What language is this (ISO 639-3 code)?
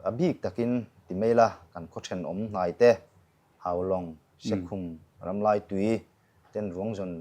lus